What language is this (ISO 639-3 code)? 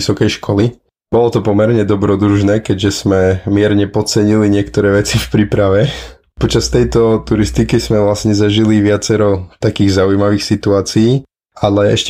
slk